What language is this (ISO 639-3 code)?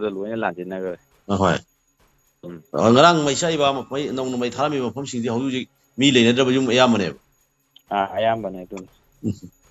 mni